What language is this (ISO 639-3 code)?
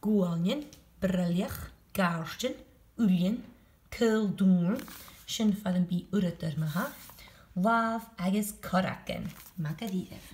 gla